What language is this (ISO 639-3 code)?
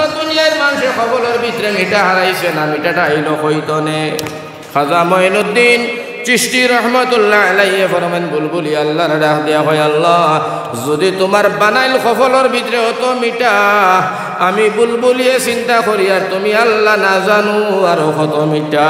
syl